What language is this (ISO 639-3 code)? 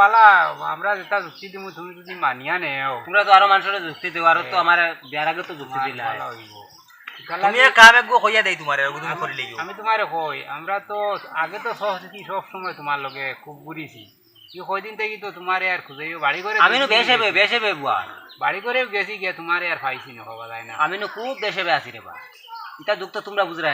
syl